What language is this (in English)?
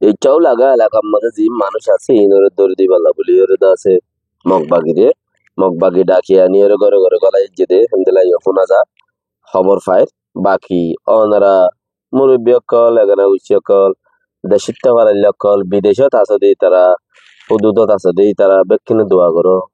Rohingya